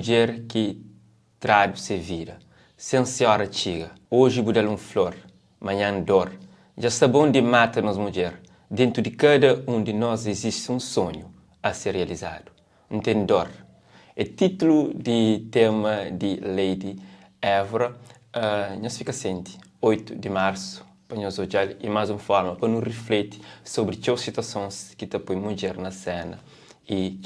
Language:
Kabuverdianu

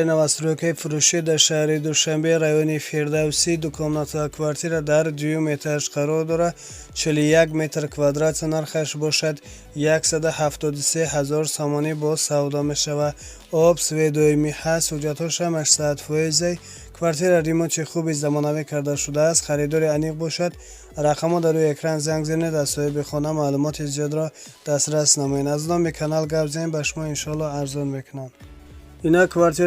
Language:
Tajik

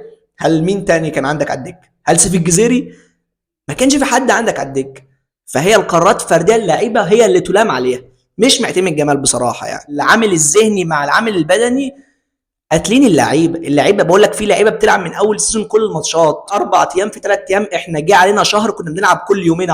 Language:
Egyptian Arabic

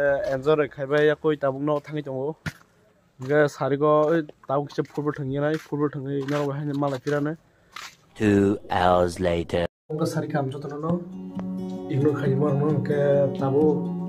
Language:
Kok Borok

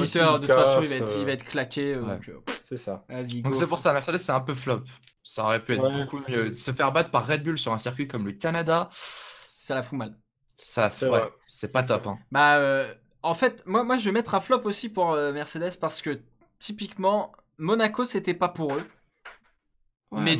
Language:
French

